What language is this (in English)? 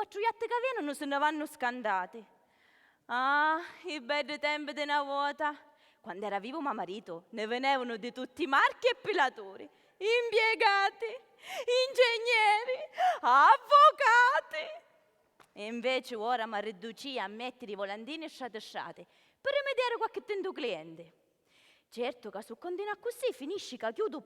Sicilian